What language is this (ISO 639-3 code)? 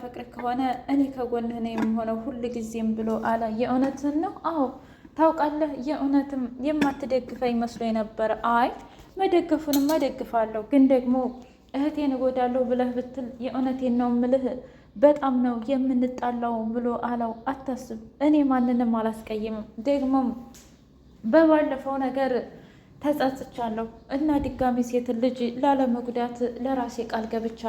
amh